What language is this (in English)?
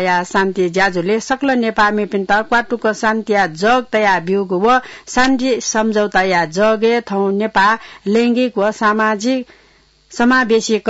Newari